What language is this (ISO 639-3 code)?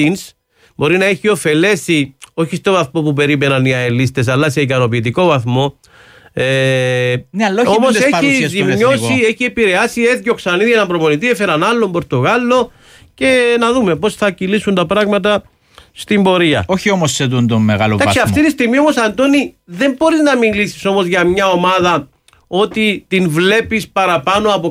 ell